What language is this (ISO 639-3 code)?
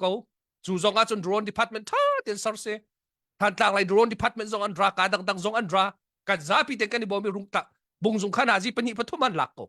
cnh